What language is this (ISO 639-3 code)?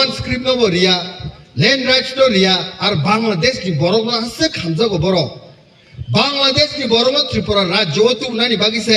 trp